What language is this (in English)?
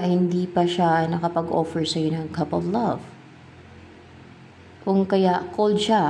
Filipino